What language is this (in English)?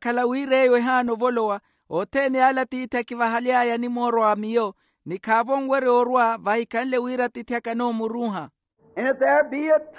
Makhuwa